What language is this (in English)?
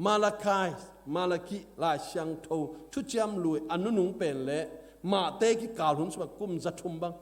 Tedim Chin